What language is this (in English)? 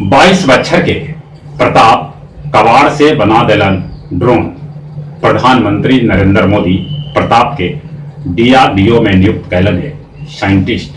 Magahi